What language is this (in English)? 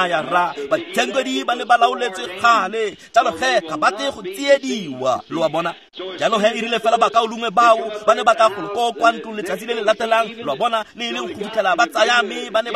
Tswana